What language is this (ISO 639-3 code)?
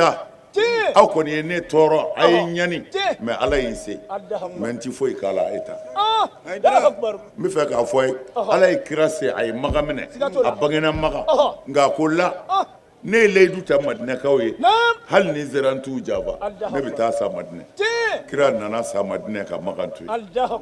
bam